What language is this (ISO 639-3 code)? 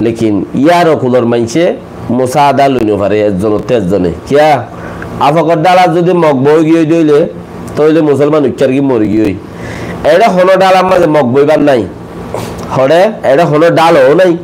rhg